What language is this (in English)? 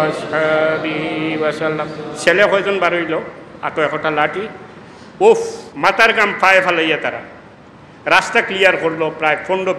Sylheti